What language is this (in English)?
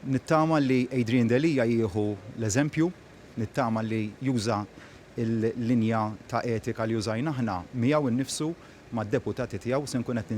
Maltese